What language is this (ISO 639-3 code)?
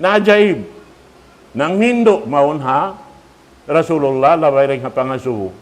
tsg